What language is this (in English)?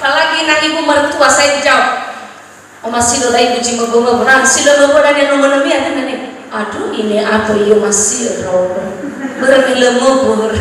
Nias